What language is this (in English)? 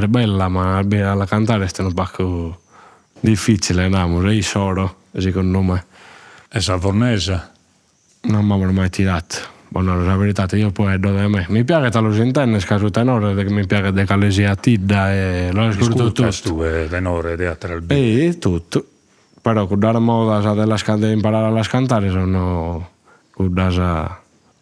Sardinian